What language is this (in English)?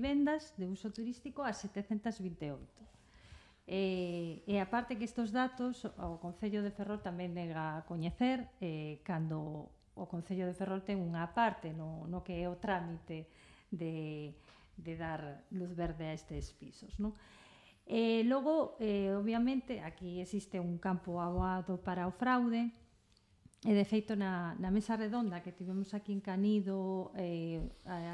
Galician